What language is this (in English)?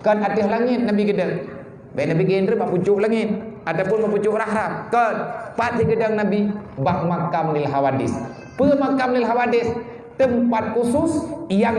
Achinese